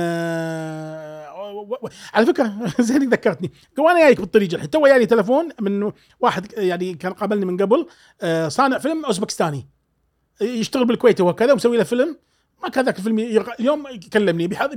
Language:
Gulf Arabic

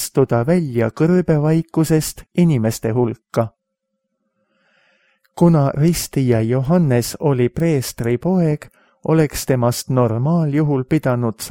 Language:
Estonian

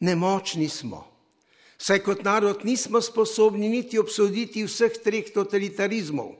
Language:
Slovenian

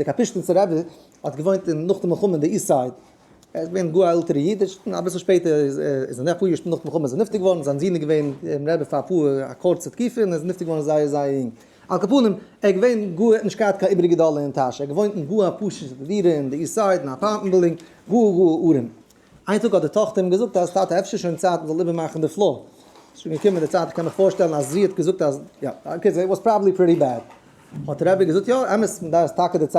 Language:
Yiddish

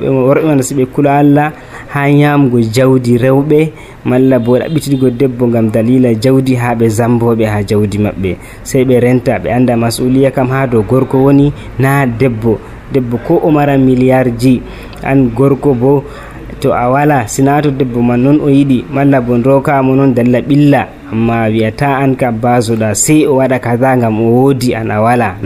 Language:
Nigerian Fulfulde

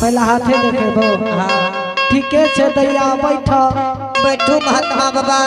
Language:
Angika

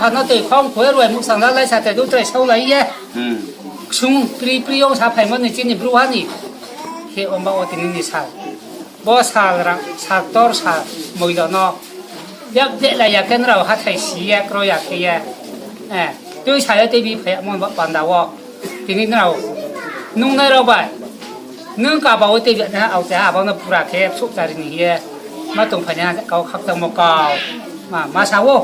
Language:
Riang (India)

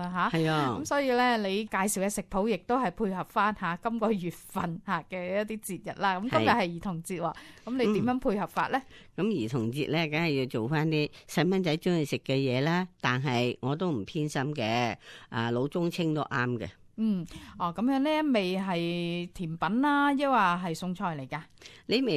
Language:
Cantonese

